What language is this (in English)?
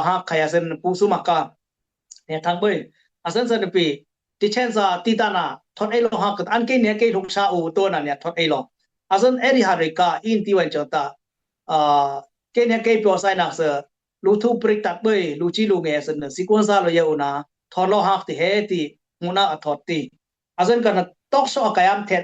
Dimasa